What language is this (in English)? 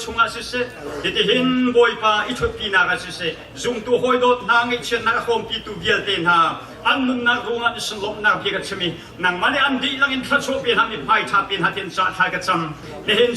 Hakha Chin